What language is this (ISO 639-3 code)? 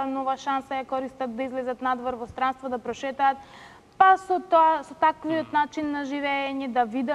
mkd